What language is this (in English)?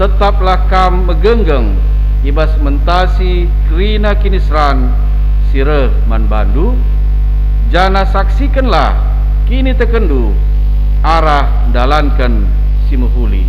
Batak Karo